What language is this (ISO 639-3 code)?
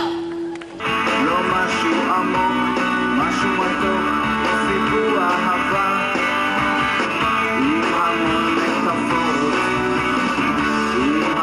heb